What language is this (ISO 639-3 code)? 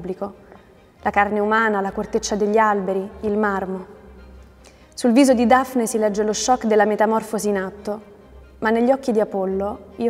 ita